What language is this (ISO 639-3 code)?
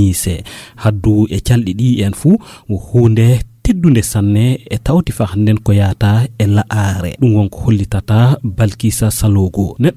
ful